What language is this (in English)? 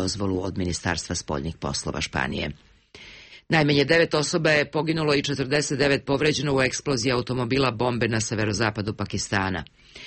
Serbian